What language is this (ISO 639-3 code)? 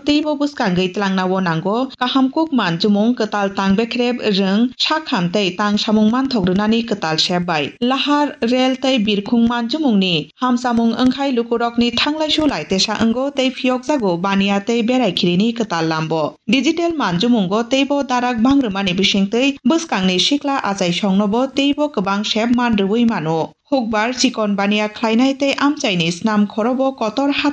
trp